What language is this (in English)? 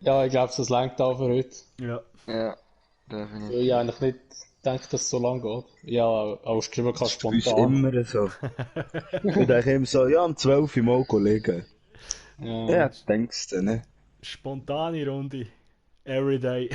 Swiss German